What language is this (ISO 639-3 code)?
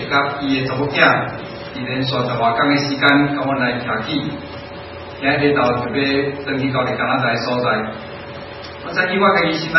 nan